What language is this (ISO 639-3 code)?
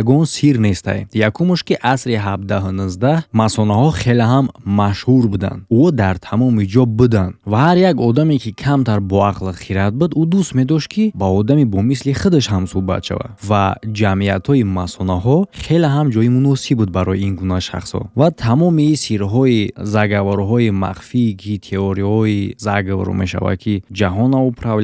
tgk